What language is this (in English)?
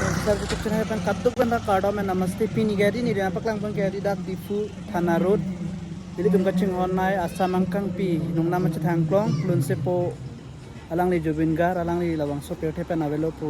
Karbi